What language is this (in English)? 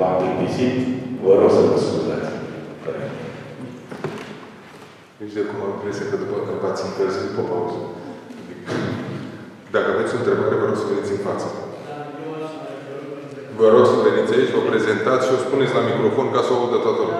Romanian